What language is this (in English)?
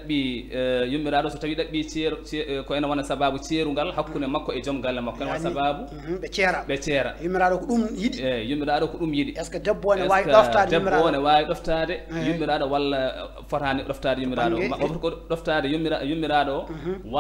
Fula